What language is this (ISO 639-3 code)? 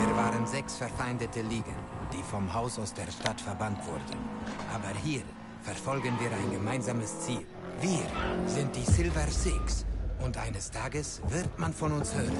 gsw